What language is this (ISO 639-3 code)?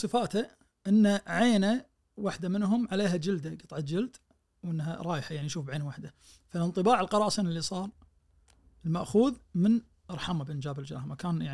ars